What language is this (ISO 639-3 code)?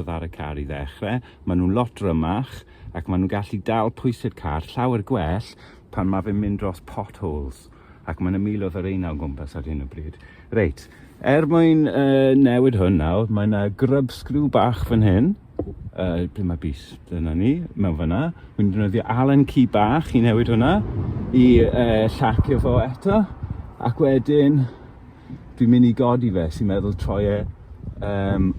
cym